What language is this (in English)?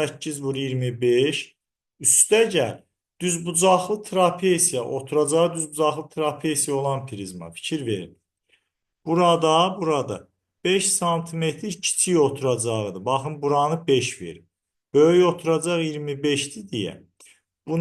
Azerbaijani